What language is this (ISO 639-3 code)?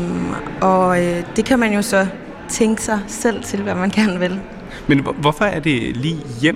dan